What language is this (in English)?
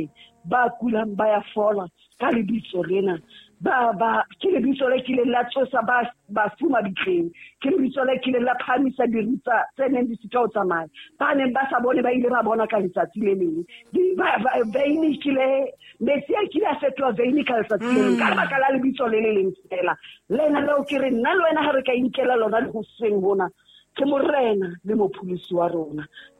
Southern Sotho